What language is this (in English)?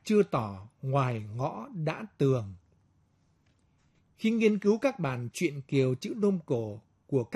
Vietnamese